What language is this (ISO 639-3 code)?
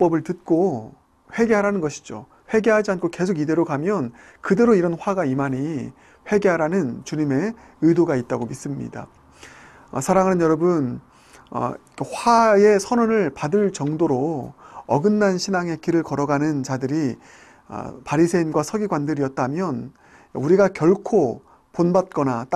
kor